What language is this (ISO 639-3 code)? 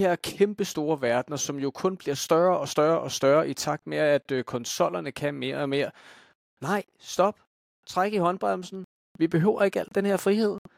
dan